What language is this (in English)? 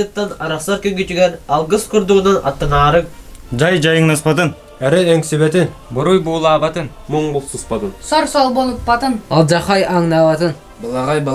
Yakut